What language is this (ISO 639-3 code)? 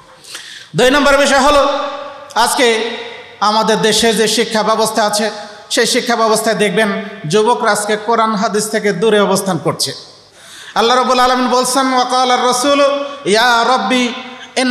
ben